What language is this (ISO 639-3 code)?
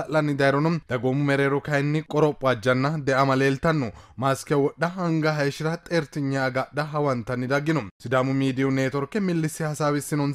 sid